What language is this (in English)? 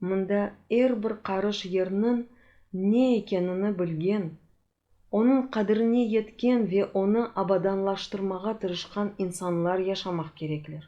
Crimean Tatar